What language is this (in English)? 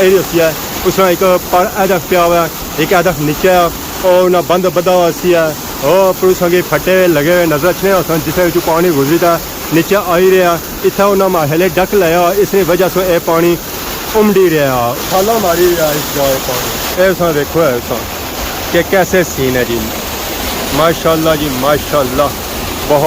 Pahari-Potwari